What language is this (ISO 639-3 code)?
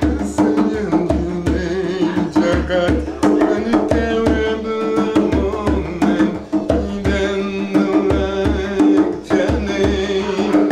jam